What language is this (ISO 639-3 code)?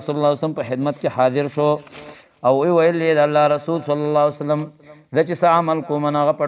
pus